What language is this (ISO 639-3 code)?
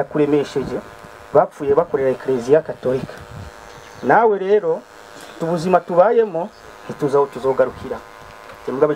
run